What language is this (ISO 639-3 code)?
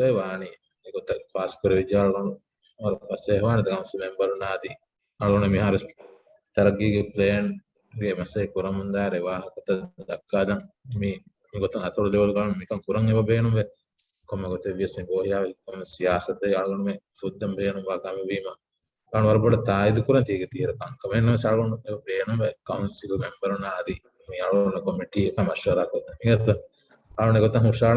div